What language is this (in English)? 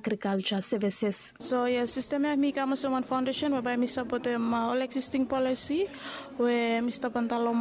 Bislama